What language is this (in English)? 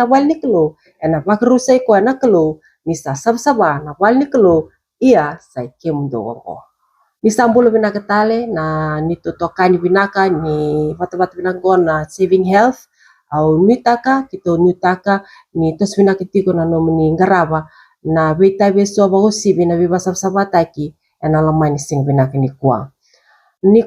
Fijian